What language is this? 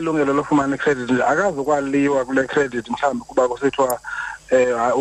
Xhosa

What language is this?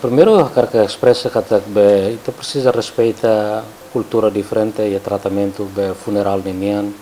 Tetum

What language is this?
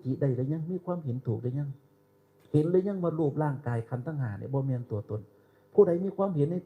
Northeastern Thai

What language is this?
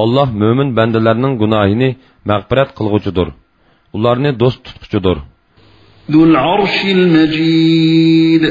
Uyghur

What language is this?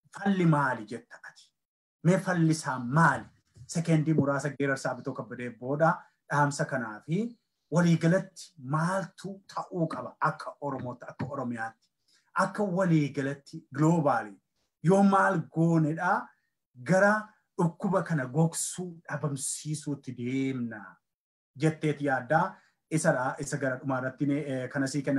Oromo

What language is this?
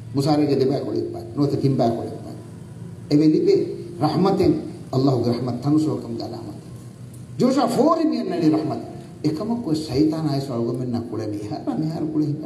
Divehi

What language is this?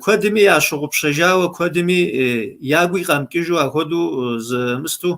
Kabardian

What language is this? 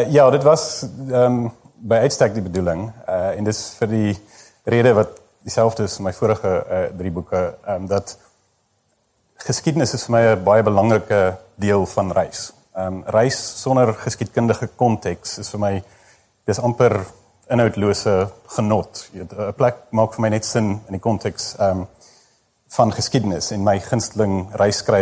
Afrikaans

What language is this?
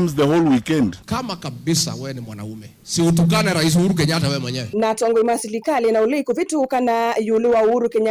Kamba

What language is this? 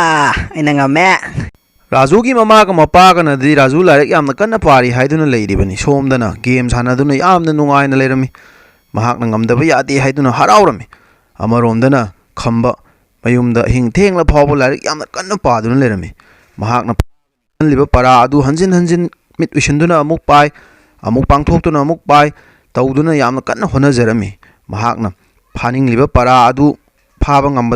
Manipuri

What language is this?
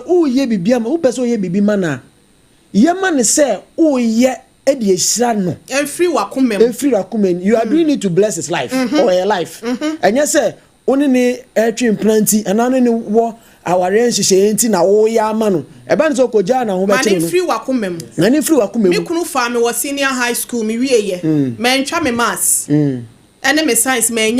Akan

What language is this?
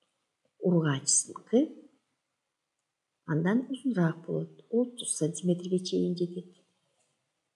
Kyrgyz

